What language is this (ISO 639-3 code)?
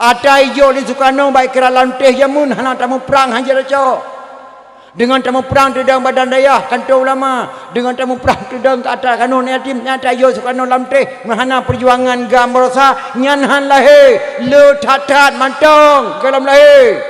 ace